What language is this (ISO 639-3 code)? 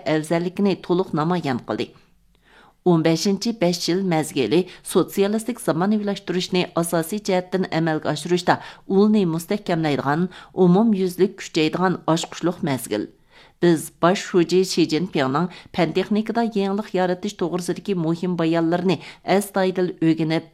uig